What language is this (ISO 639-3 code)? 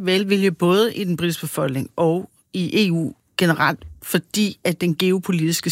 dan